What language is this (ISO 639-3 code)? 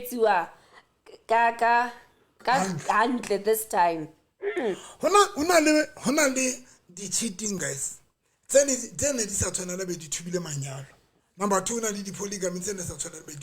sot